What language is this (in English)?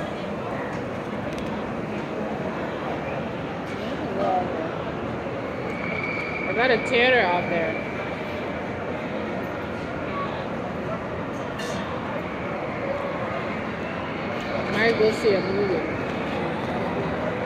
English